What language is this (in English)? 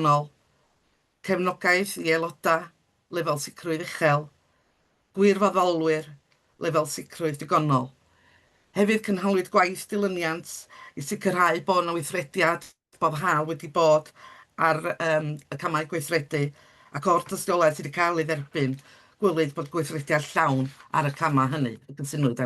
Welsh